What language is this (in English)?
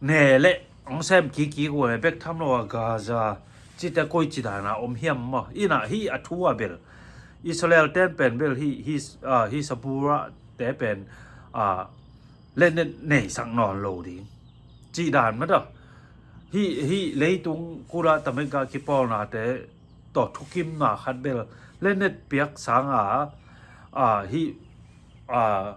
Tedim Chin